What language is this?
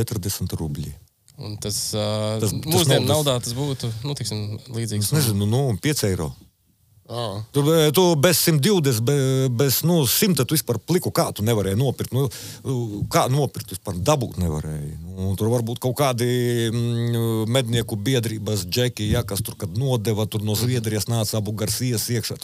Latvian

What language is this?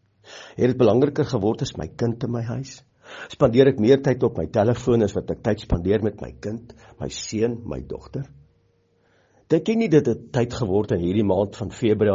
Afrikaans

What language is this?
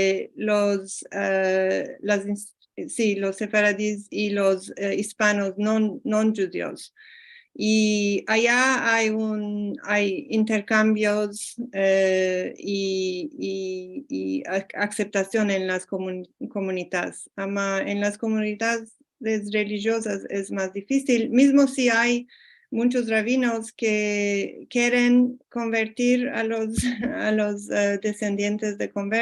Ladino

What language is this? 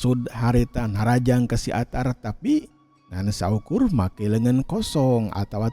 Sundanese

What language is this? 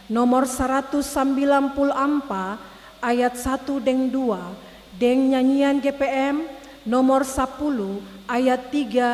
Ambonese Malay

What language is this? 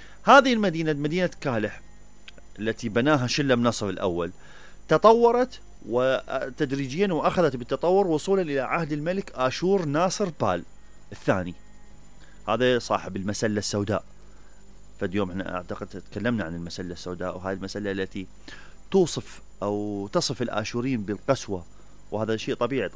Mesopotamian Arabic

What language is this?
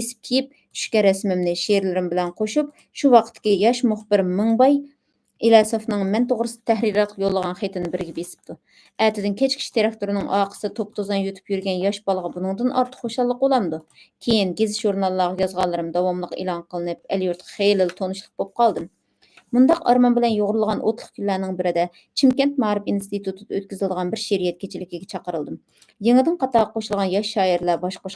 Uyghur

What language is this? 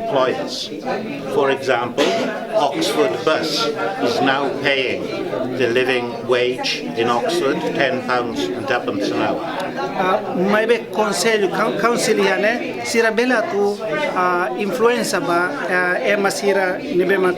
Tetum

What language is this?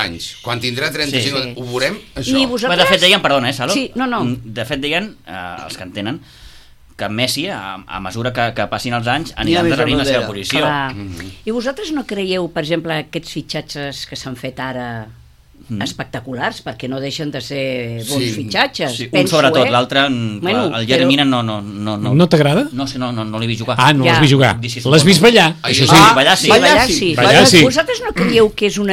Catalan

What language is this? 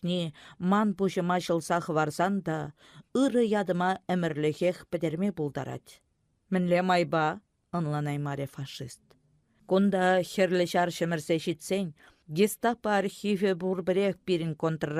Chuvash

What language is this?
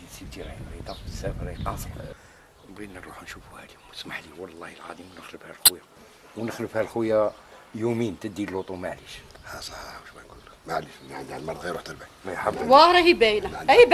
Algerian Arabic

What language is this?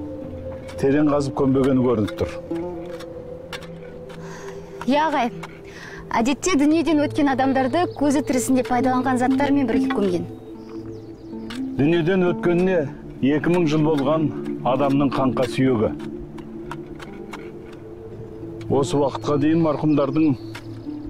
Kazakh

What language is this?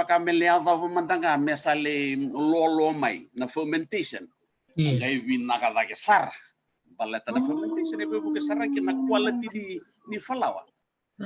Fijian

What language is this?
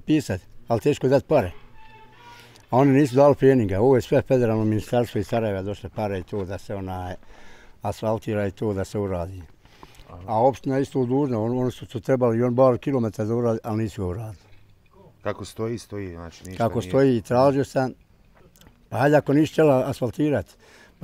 Bosnian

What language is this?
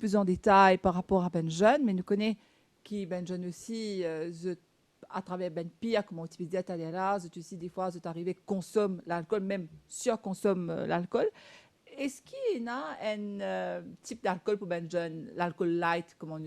Morisyen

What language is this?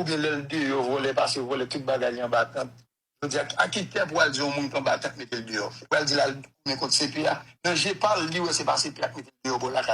Haitian Creole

